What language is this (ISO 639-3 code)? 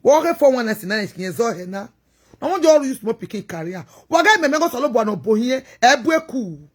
pcm